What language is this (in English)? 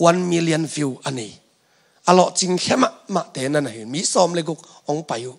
Tedim Chin